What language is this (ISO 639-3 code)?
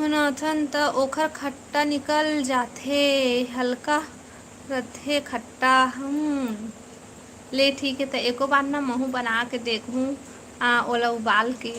hne